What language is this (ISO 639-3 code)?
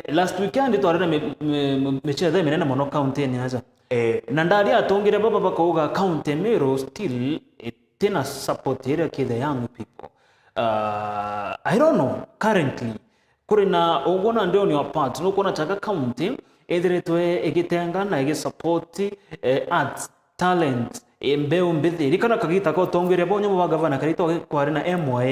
mer